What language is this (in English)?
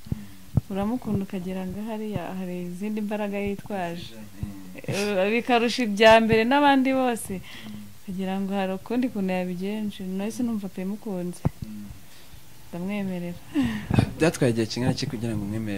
Kinyarwanda